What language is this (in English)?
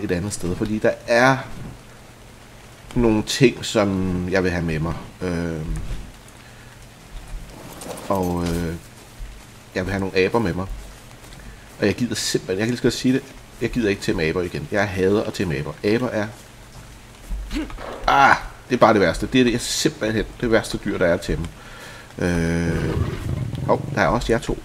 Danish